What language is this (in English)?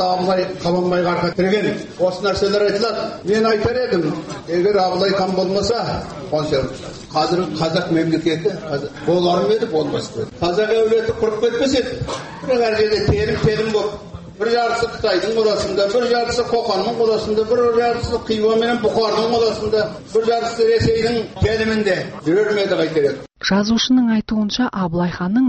Kazakh